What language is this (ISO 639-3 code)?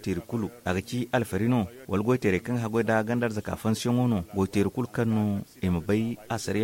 dje